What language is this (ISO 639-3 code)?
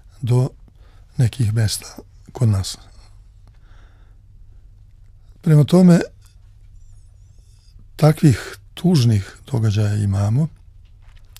srp